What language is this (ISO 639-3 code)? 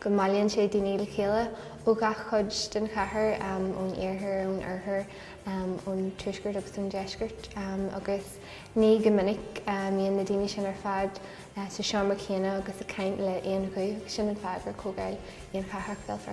gle